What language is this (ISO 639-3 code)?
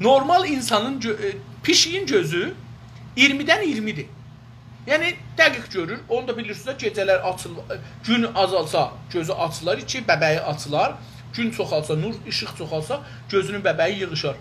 azb